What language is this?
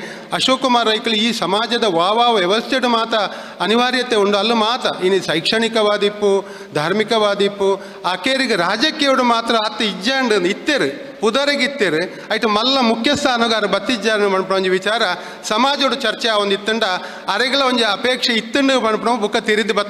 Tulu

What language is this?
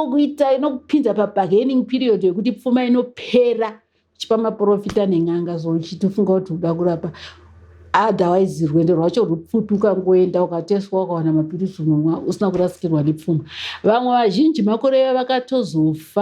Shona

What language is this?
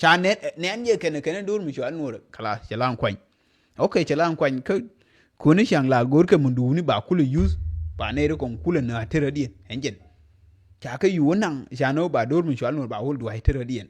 Nuer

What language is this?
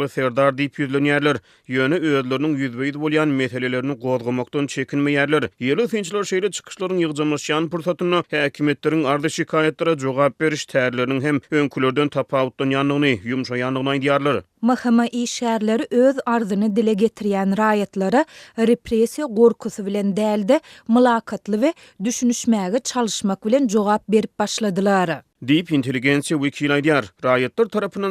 Turkmen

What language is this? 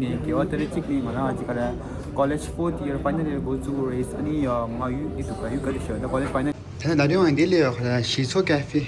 Tibetan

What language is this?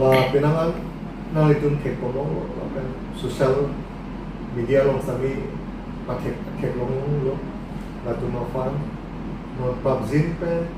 Karbi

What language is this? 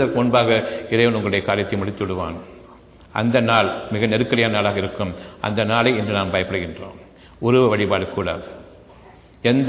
Tamil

